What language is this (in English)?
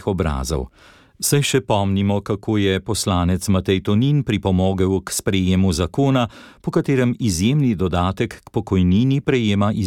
Slovenian